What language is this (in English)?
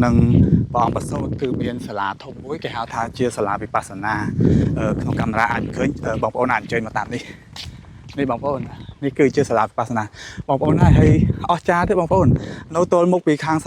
Khmer